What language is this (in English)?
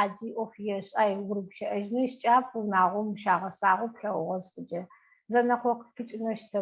Adyghe